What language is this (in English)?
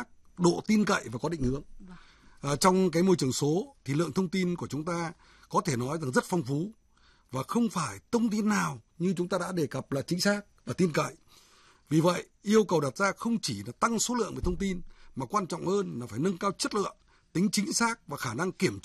Vietnamese